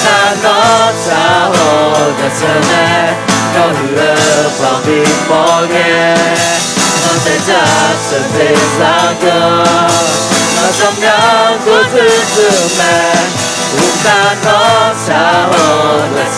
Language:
Akha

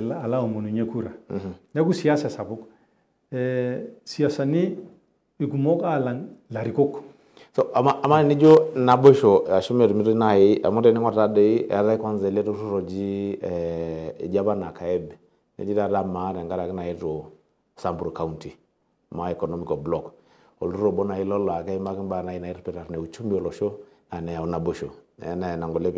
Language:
Masai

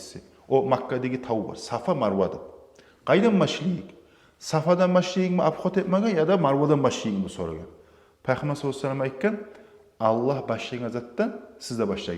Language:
Kumyk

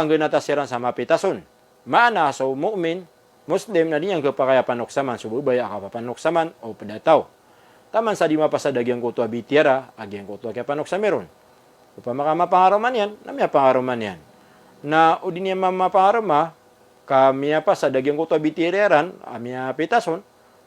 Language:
Maranao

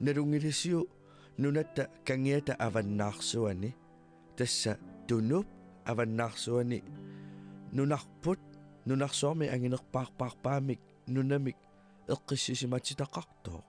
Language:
Kalaallisut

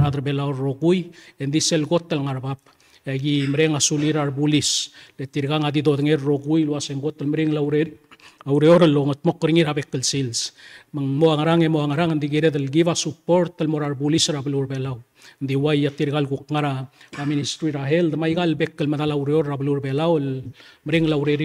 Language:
Palauan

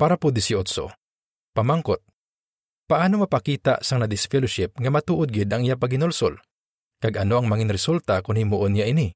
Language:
Hiligaynon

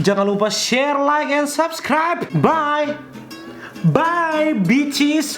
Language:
Manado Malay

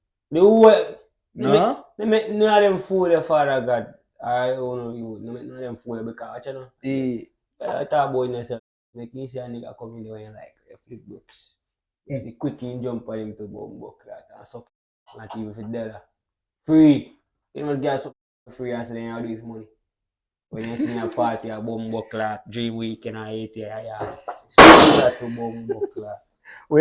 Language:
Jamaican Creole English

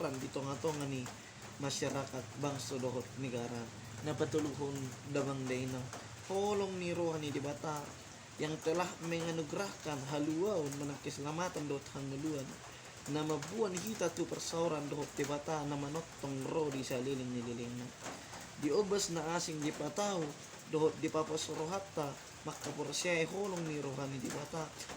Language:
Batak Toba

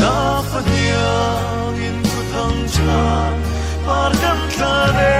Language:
Falam Chin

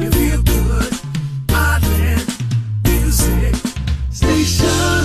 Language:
Hawaiian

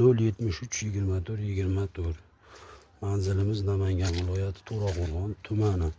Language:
Uzbek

